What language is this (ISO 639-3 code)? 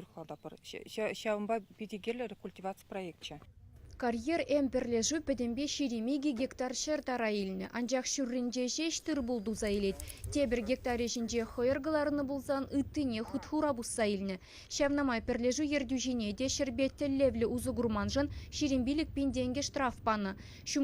chv